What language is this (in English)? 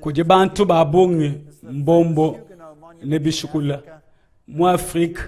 Luba-Lulua